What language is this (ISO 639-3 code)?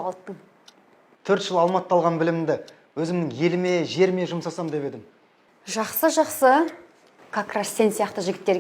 kaz